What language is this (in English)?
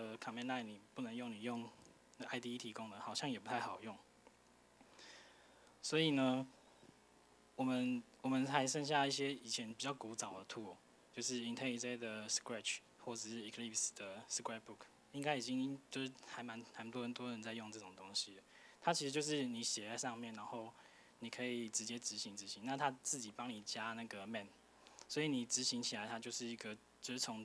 Chinese